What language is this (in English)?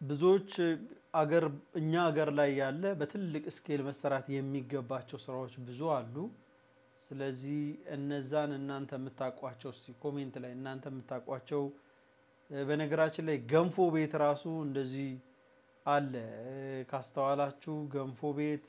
Amharic